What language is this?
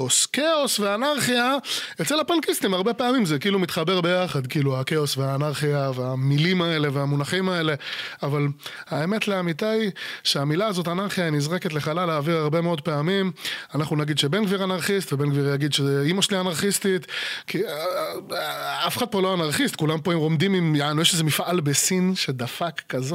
Hebrew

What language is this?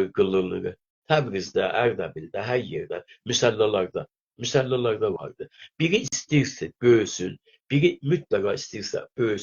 South Azerbaijani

